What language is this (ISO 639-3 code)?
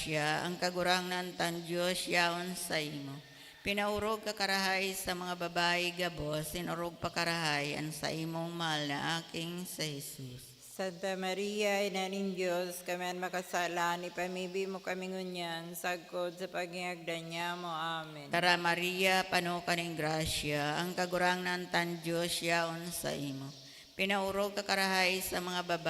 bik